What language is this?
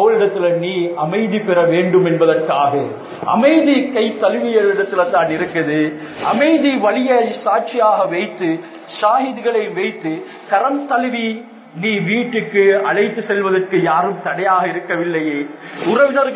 Tamil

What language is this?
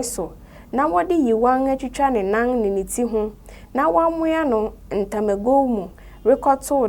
Akan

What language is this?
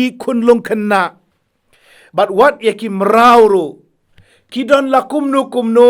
Khasi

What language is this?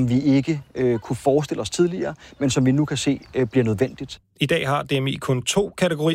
Danish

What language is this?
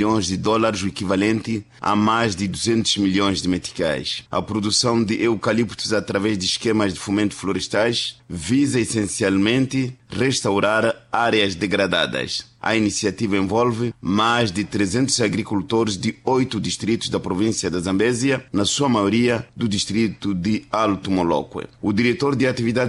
Portuguese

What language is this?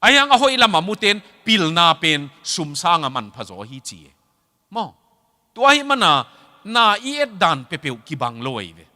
Tedim Chin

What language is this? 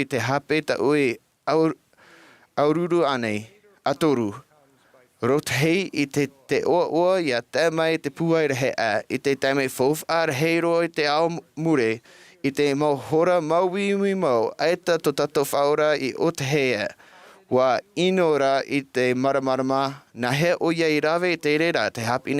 Tahitian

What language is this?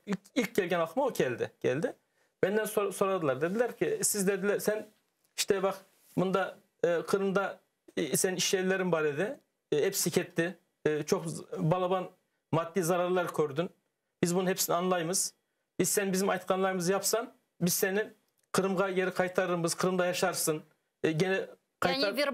Crimean Tatar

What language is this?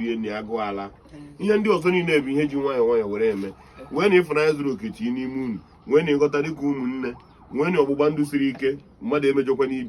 Igbo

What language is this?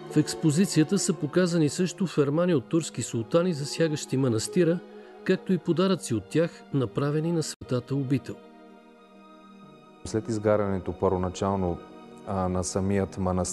Bulgarian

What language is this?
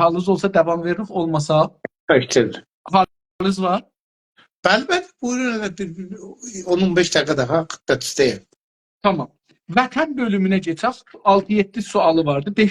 South Azerbaijani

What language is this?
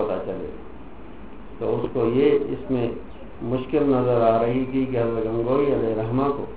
Urdu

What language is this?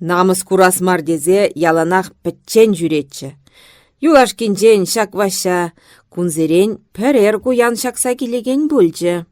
Chuvash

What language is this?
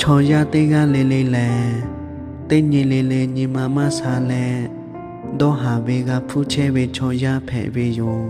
Lahu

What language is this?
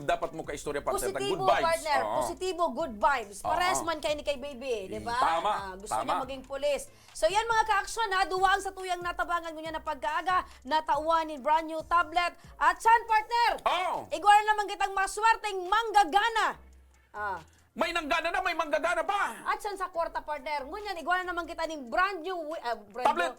Bikol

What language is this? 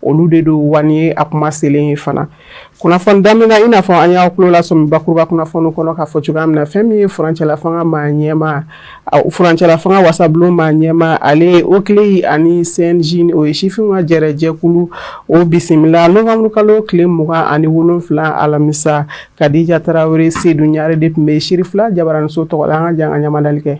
Bambara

